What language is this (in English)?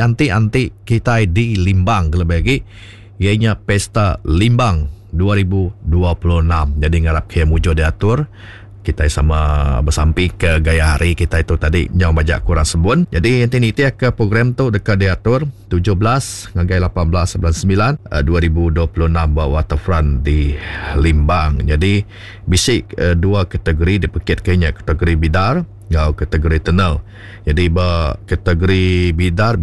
Iban